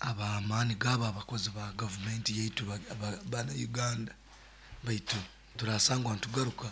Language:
Nyoro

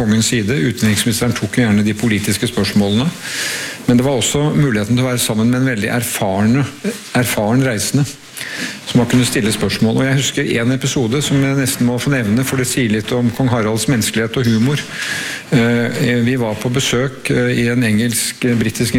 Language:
Norwegian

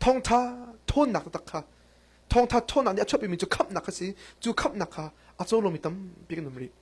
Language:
Hakha Chin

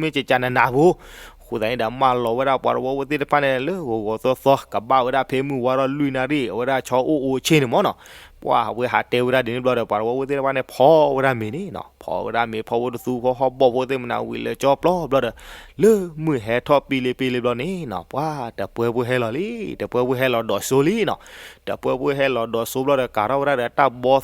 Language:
S'gaw Karen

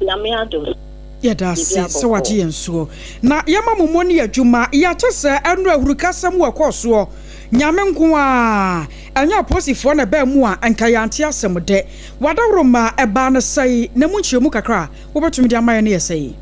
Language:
Akan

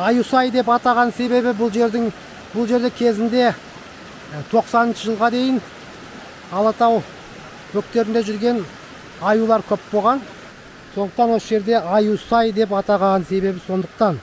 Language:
Kazakh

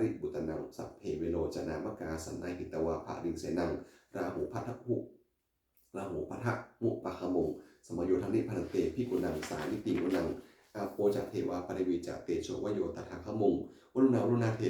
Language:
Pali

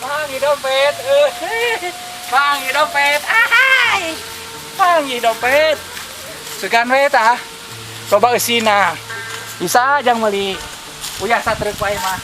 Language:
Sundanese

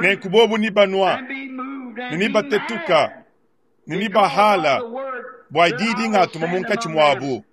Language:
Luba-Lulua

